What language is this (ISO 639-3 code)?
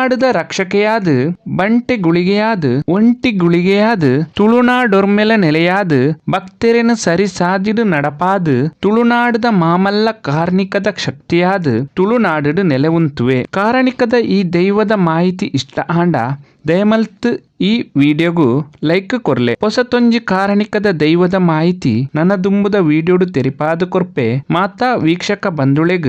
tcy